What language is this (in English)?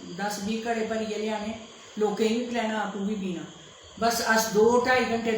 Dogri